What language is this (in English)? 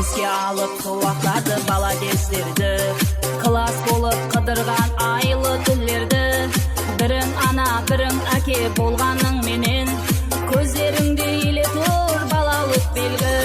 Kara-Kalpak